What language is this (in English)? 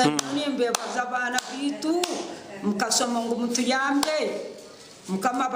Nyankole